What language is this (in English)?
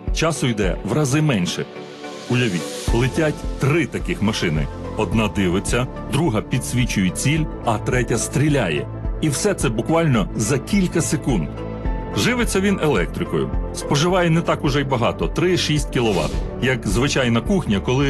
Ukrainian